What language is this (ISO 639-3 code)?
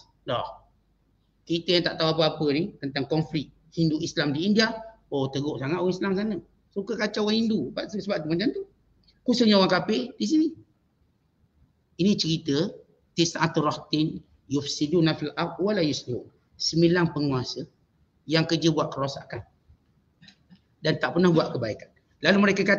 msa